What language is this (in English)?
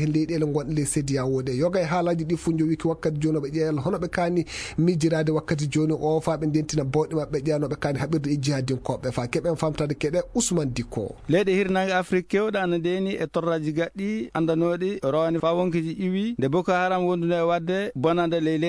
Fula